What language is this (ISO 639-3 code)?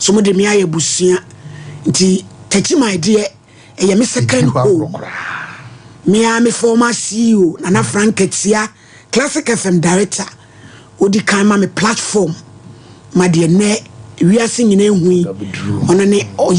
aka